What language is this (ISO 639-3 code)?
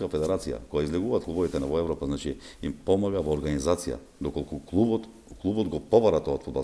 mkd